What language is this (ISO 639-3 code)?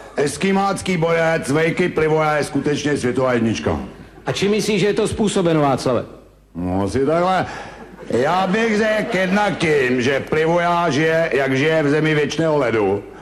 ces